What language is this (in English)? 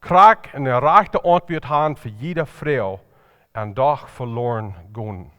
Plautdietsch